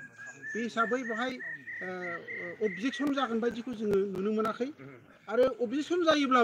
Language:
Bodo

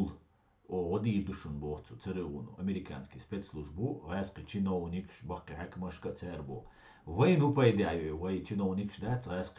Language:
Chechen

